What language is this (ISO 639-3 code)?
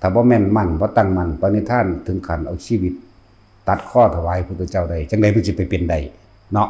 tts